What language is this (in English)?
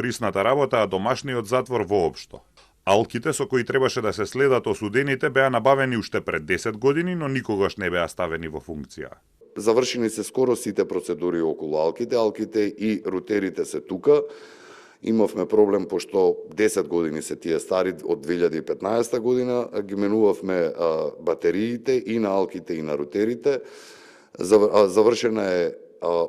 Macedonian